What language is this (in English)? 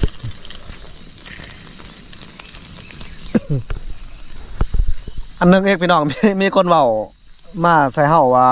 Lao